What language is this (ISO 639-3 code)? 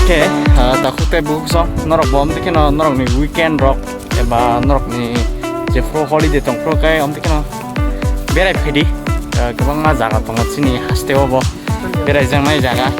trp